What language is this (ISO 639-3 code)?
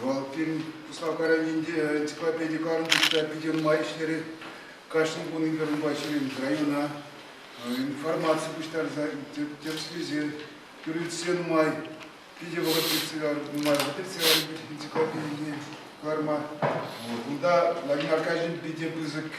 chv